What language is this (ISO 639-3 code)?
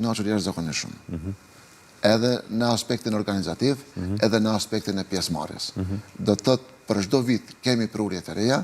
sqi